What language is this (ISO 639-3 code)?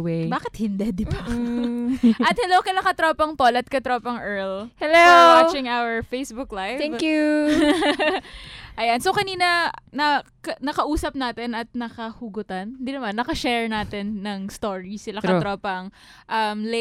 fil